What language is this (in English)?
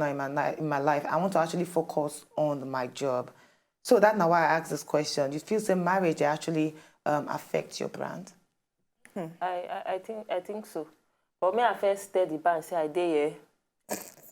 Nigerian Pidgin